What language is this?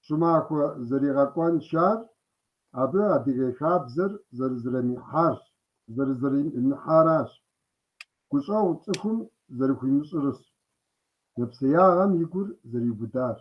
Kabardian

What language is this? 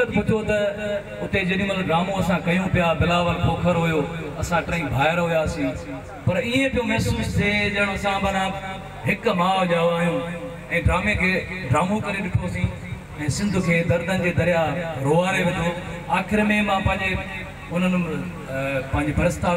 Sindhi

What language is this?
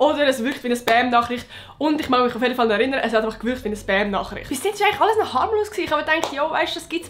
Swiss German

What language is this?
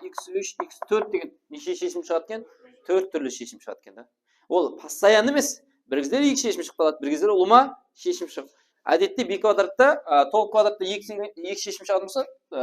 Kara-Kalpak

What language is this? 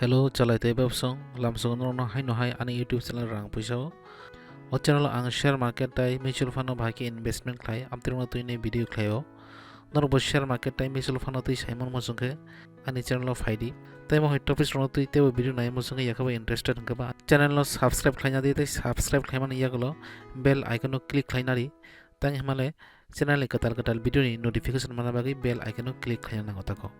Kok Borok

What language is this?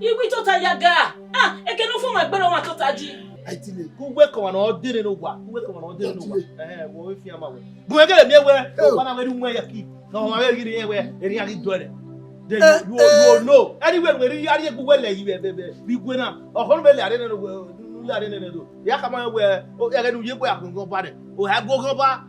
Bini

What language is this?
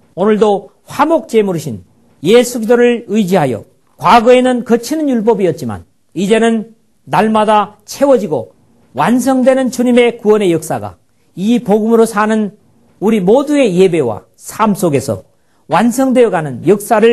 Korean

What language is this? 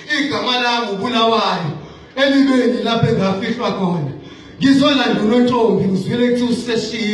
Zulu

